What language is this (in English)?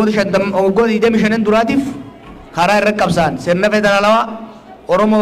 Oromo